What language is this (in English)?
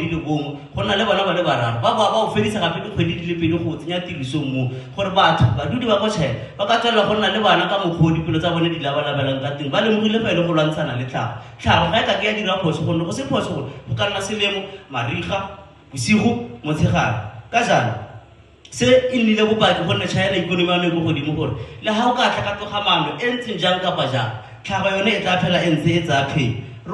Tswana